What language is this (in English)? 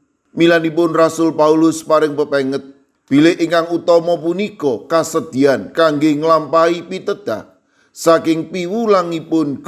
Javanese